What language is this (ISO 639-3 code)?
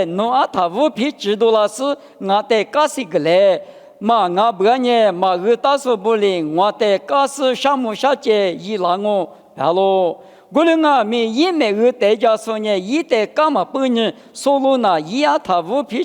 lis